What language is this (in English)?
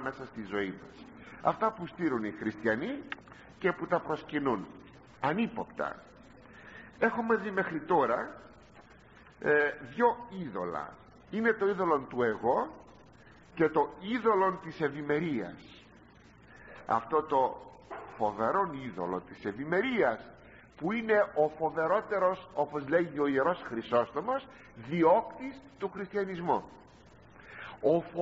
Greek